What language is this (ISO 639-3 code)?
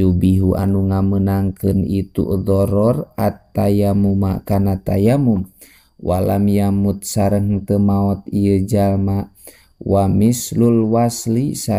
sun